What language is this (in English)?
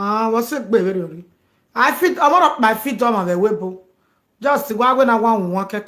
Nigerian Pidgin